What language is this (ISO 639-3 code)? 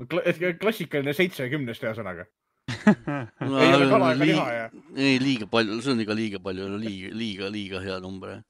est